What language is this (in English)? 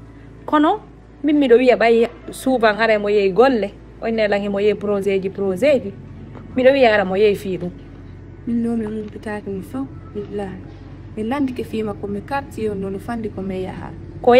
Fula